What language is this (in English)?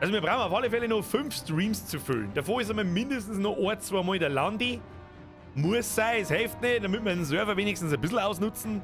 Bavarian